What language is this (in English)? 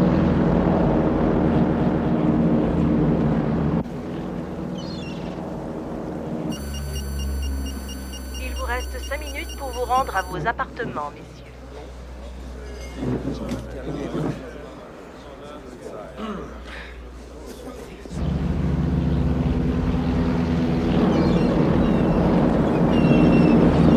French